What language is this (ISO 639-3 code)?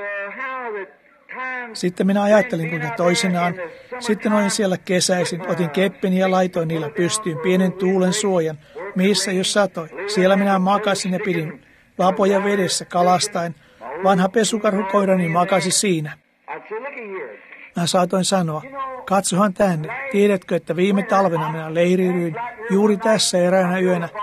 fin